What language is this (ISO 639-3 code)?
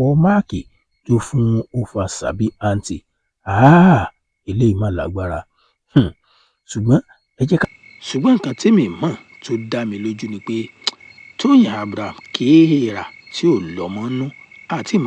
yor